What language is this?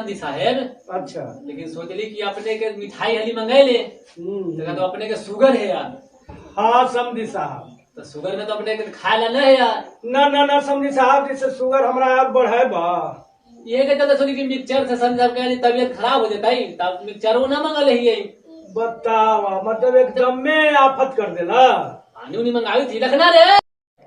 Magahi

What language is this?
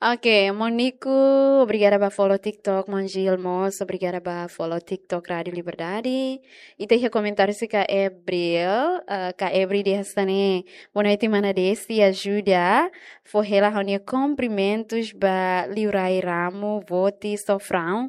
Tetum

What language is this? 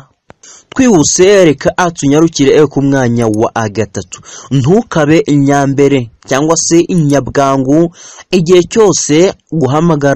Kinyarwanda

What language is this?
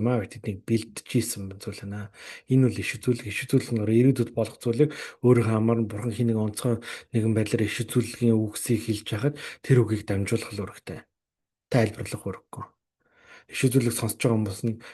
Mongolian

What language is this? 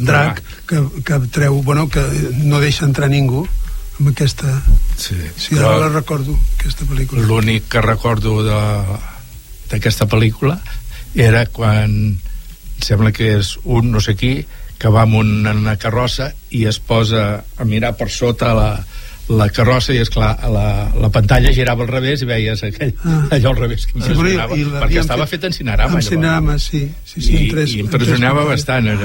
Catalan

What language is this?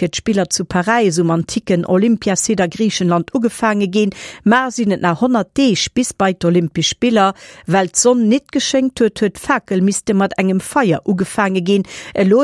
Luxembourgish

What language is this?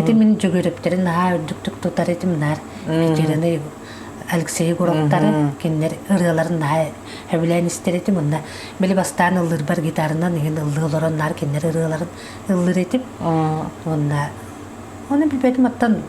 Yakut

